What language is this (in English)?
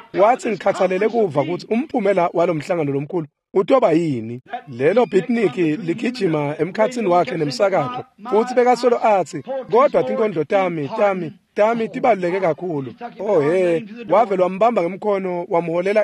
Swati